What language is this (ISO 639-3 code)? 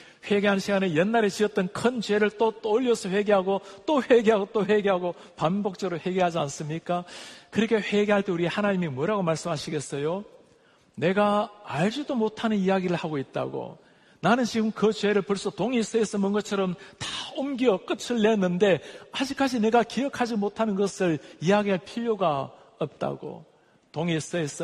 kor